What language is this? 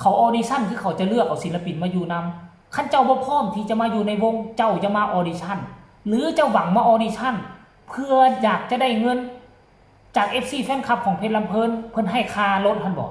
Northeastern Thai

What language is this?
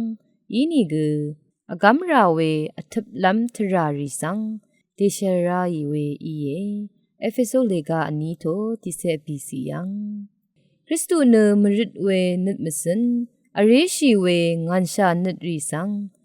Rawang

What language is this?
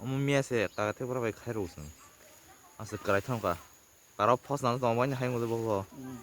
Kok Borok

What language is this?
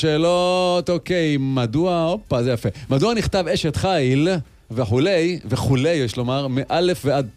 Hebrew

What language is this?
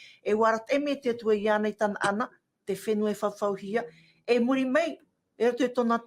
Tahitian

